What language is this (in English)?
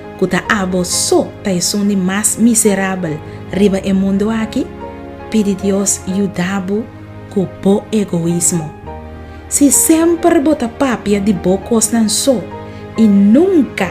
Papiamento